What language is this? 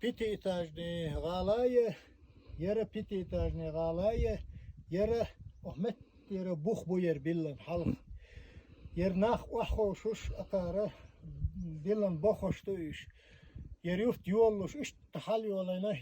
Chechen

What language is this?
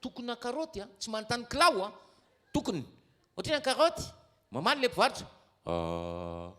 Malagasy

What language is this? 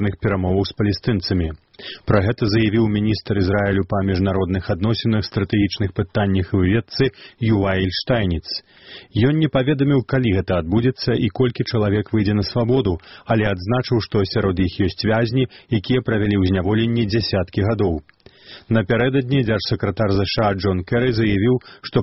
Belarusian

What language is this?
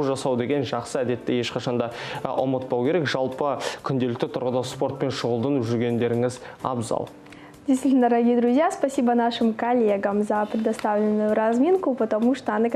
Kazakh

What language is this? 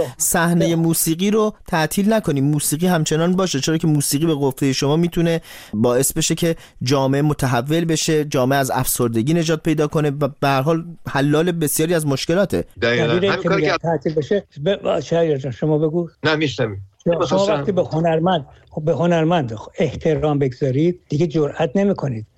Persian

